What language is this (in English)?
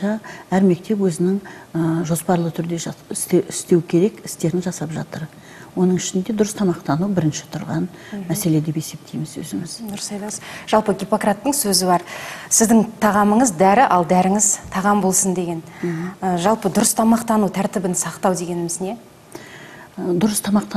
Kazakh